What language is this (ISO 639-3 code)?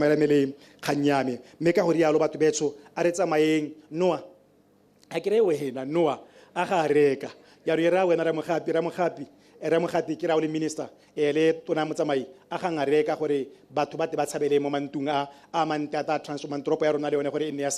tsn